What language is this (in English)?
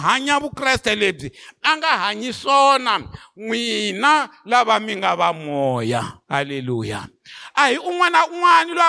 Tsonga